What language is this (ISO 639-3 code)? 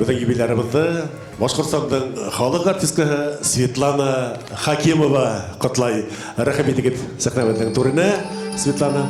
bak